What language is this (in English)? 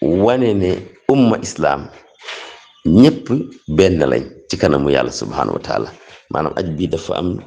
Wolof